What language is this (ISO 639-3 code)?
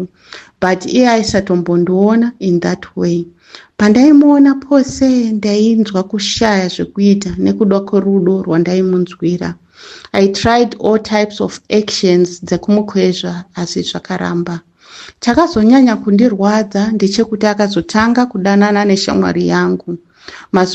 sna